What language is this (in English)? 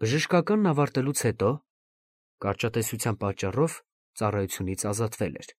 Armenian